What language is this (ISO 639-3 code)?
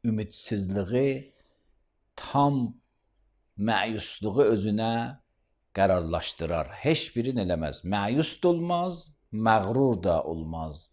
aze